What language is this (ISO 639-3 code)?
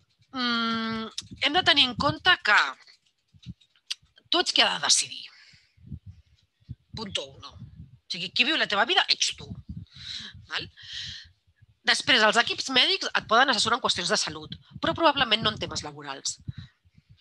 cat